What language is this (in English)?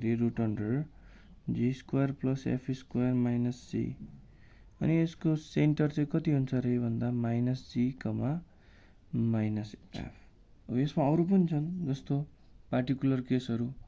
Nepali